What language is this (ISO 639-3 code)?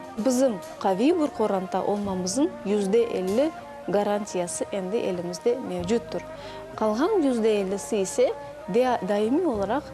crh